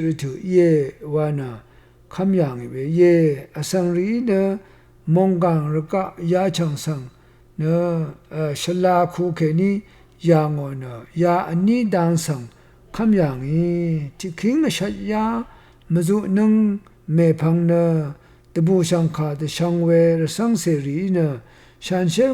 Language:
Rawang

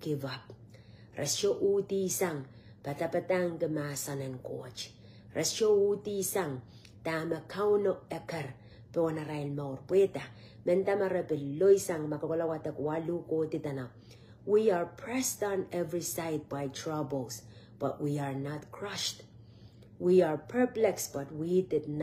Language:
Pohnpeian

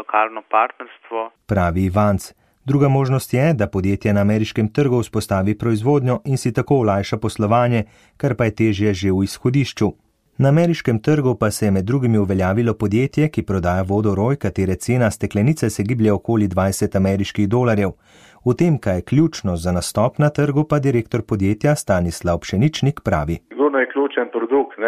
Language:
Slovenian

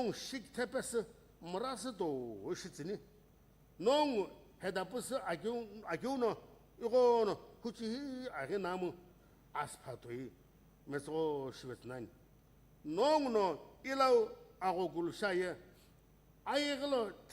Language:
Sumi Naga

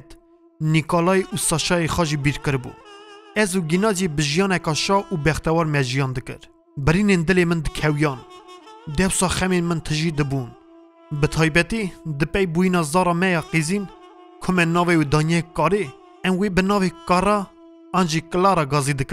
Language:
Kurdish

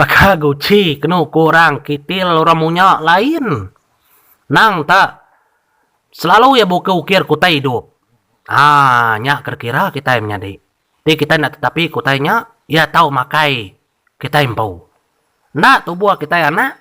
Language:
Iban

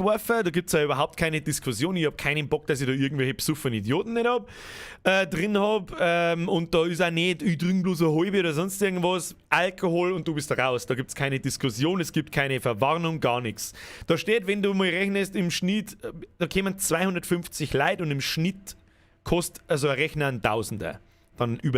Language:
Bavarian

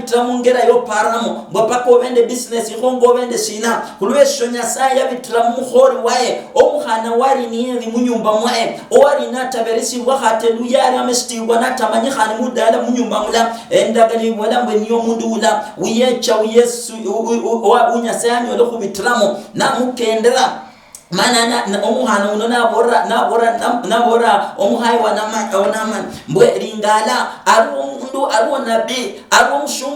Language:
Luyia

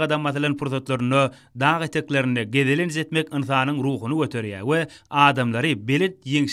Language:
Turkmen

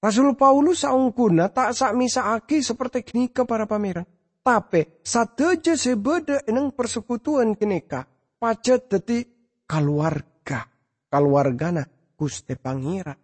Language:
Madurese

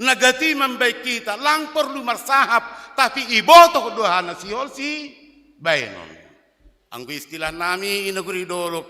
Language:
Batak Simalungun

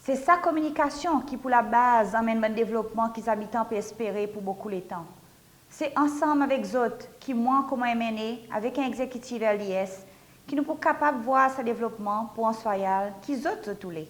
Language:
Seselwa Creole French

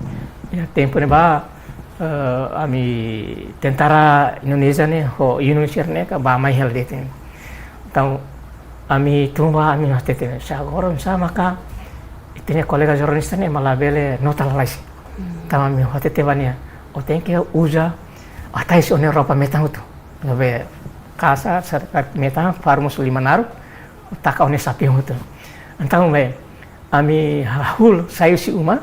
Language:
Tetum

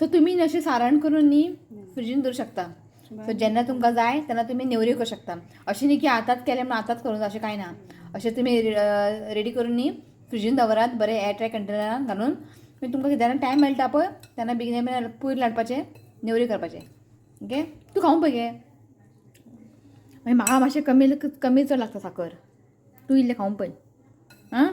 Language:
Konkani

